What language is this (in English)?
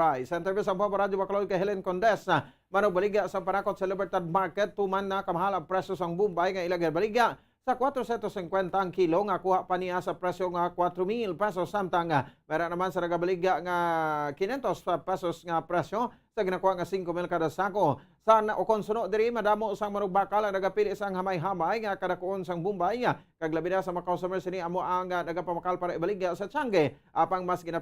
Hiligaynon